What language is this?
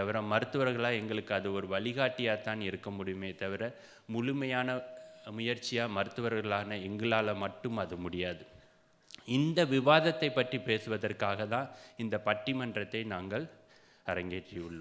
Tamil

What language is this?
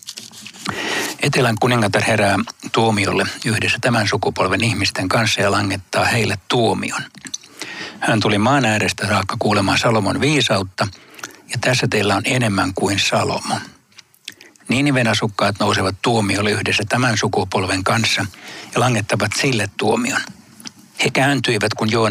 Finnish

